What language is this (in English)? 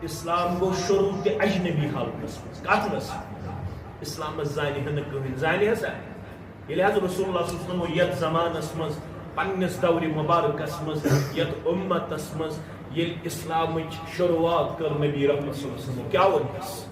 Kashmiri